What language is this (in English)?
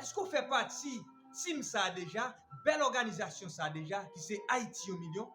Haitian Creole